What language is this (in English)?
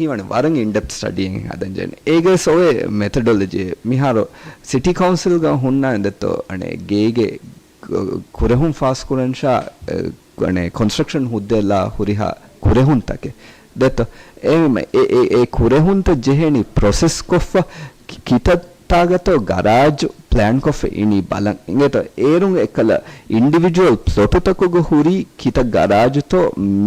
Divehi